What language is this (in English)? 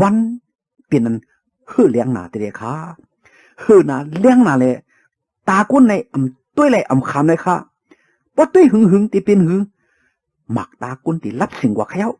Shan